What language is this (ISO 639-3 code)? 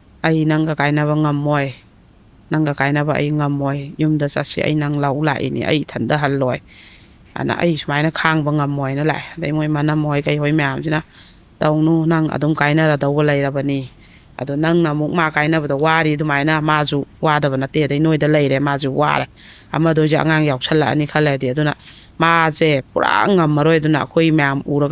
mni